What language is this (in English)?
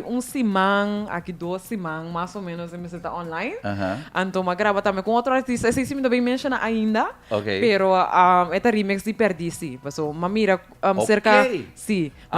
Papiamento